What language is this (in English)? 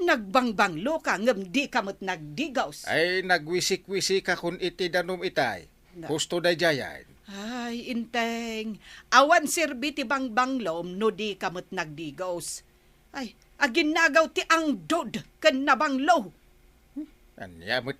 Iloko